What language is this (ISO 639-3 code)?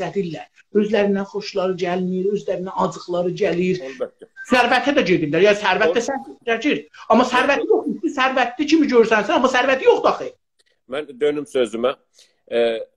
azb